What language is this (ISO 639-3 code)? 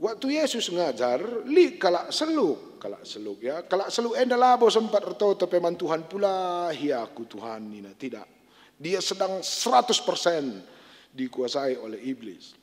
btx